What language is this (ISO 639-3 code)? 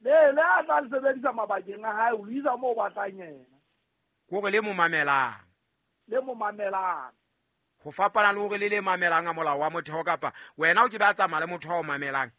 sot